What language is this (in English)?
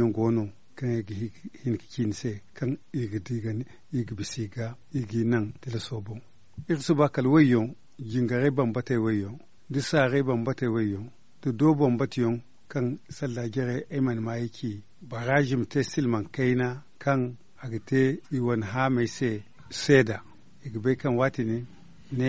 Zarma